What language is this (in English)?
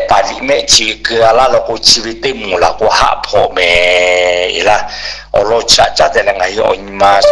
Lahu